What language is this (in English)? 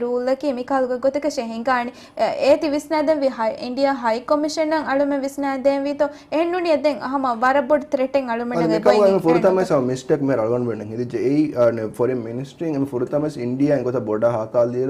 Divehi